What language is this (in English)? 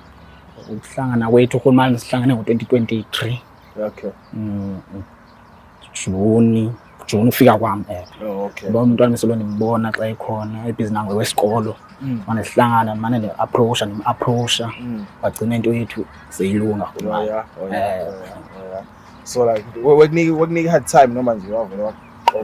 Zulu